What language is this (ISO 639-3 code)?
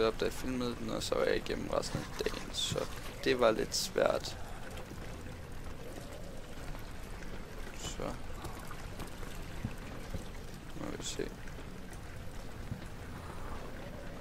dan